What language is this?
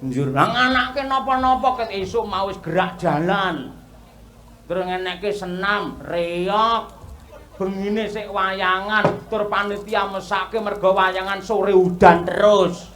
Javanese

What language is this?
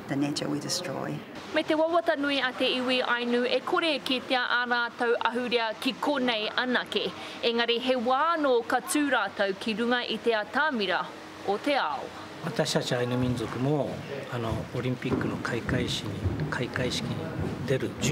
Māori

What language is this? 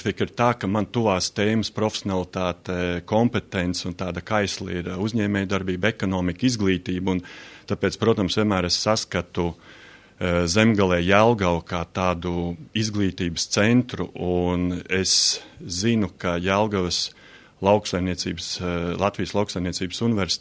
Latvian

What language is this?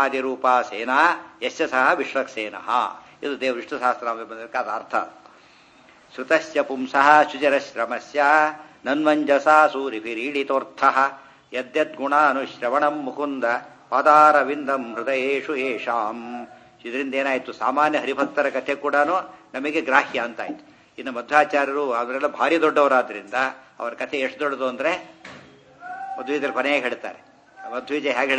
Kannada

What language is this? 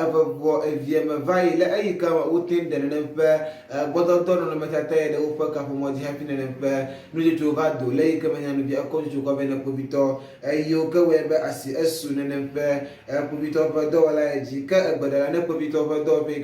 Ewe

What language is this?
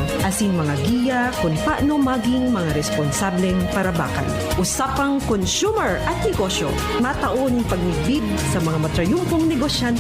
Bikol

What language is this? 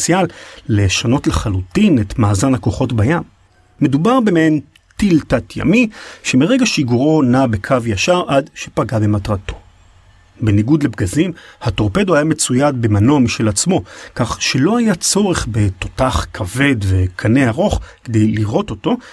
Hebrew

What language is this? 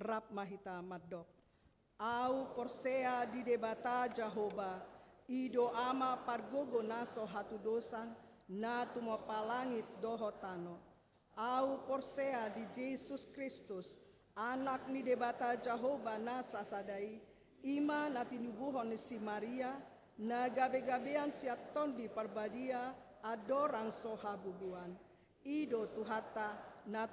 Batak Toba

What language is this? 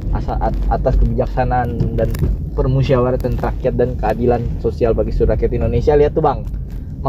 Indonesian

